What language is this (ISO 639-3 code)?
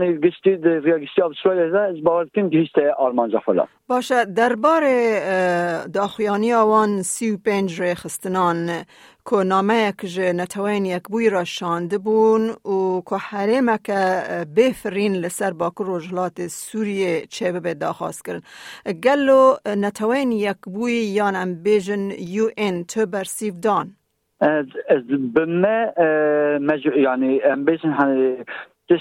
kur